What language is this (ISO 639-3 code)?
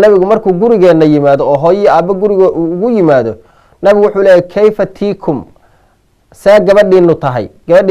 som